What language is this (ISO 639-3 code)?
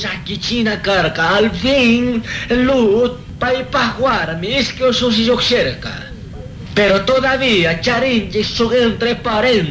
qug